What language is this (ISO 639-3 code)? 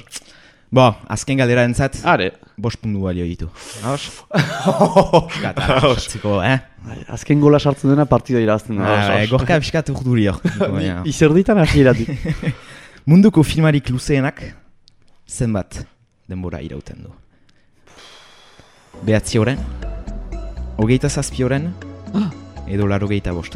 eus